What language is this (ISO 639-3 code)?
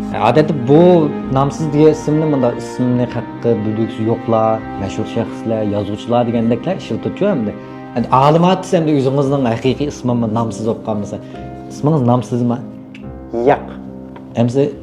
uig